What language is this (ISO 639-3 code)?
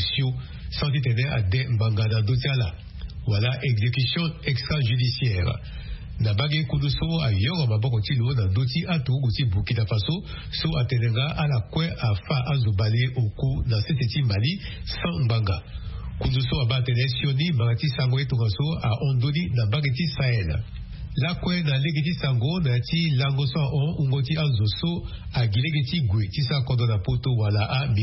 sag